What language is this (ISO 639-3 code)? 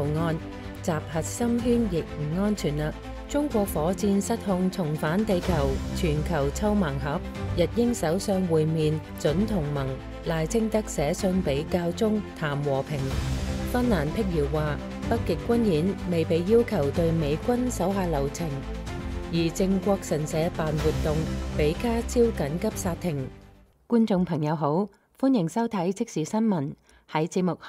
yue